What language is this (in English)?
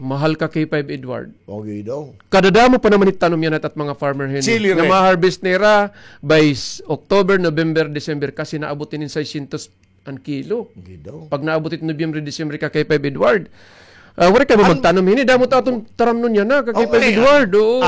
Waray